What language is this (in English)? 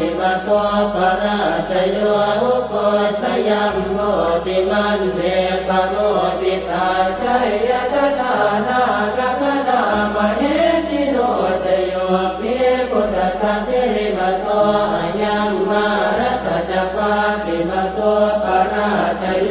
Pali